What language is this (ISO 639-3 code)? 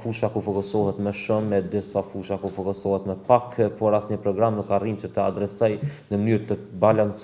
sqi